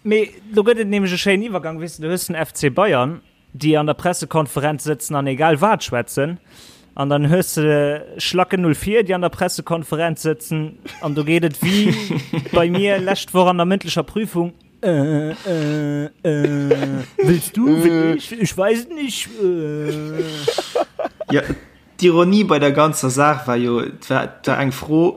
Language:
Luxembourgish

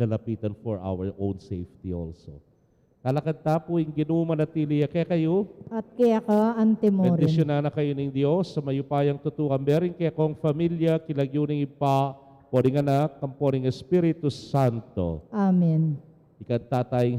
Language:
Pampanga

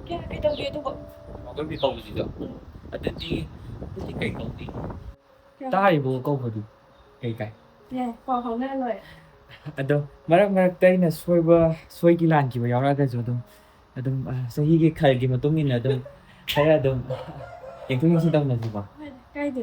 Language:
Manipuri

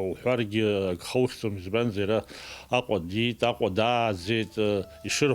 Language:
Abkhazian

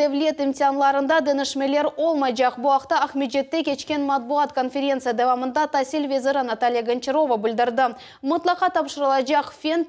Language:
Crimean Tatar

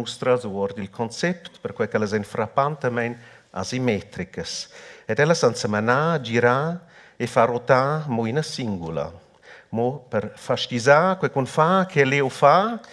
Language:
Romansh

